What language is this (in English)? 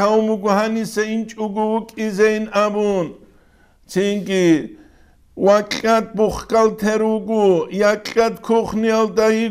Avaric